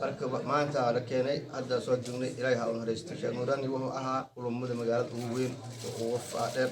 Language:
Somali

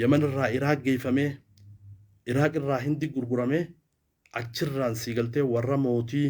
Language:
Oromo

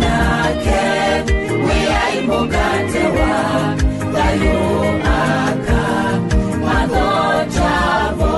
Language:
Kamba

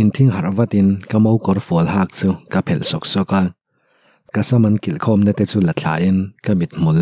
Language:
Mizo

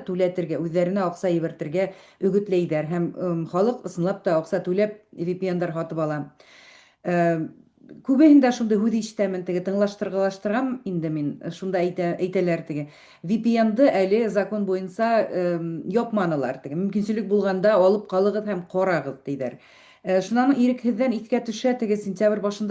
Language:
Bashkir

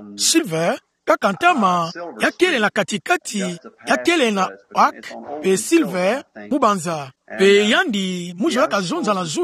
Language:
Kituba (Democratic Republic of Congo)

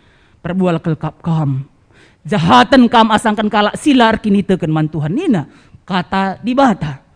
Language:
Batak Karo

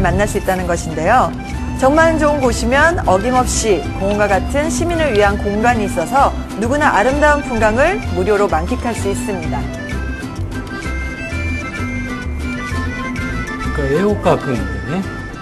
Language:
Korean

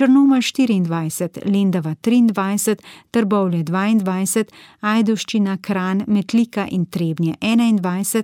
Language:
Slovenian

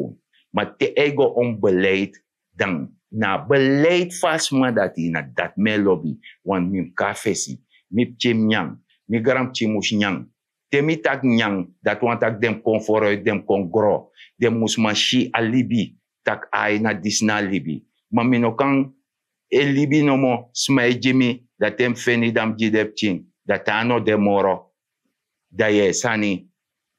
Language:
Sranan Tongo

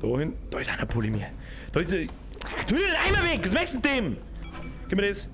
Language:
Bavarian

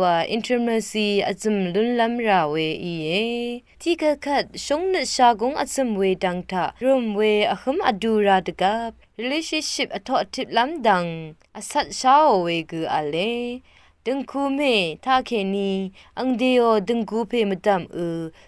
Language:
Rawang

